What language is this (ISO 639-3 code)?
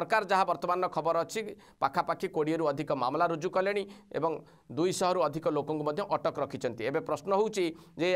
ori